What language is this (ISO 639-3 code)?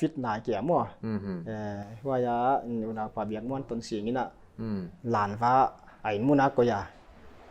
pck